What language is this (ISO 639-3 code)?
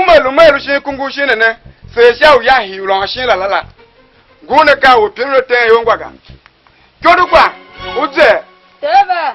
tiv